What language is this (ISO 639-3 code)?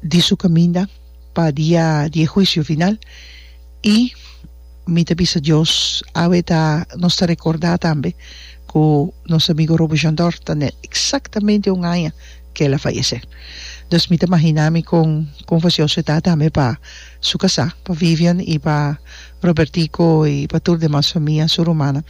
pap